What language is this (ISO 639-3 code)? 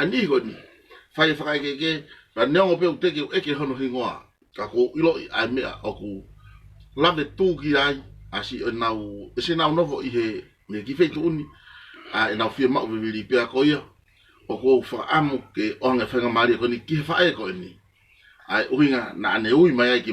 ton